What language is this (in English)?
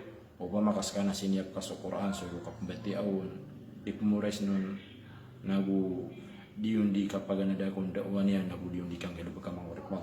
Maranao